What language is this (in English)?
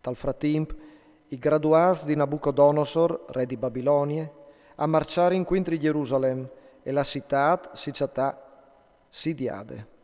Friulian